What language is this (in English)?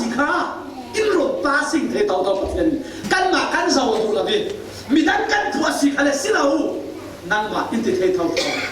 Falam Chin